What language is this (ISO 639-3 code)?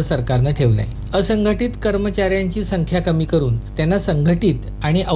mar